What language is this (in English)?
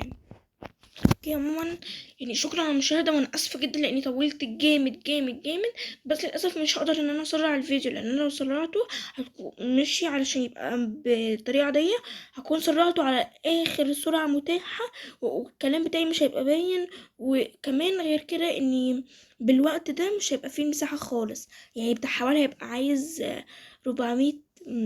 Egyptian Arabic